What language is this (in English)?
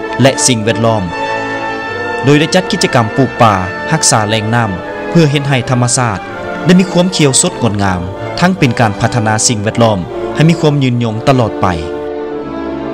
Lao